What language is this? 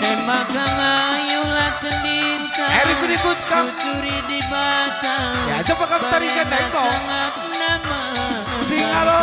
Batak Karo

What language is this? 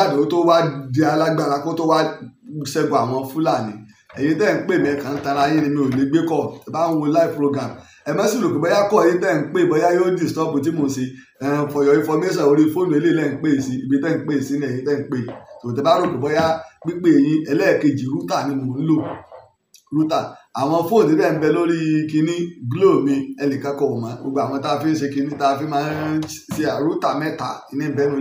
Yoruba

